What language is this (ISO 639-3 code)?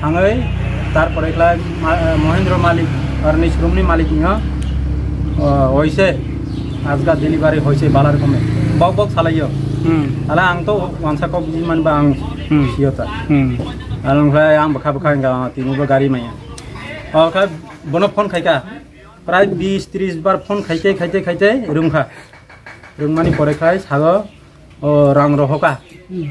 ria